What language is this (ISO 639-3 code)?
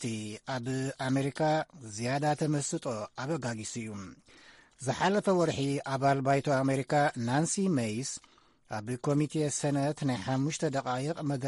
tir